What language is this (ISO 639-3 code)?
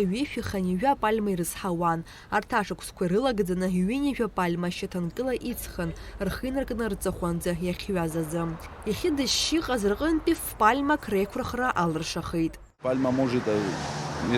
abk